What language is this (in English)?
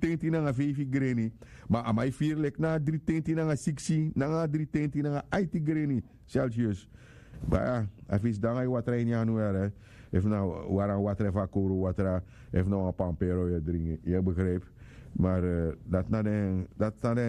Sranan Tongo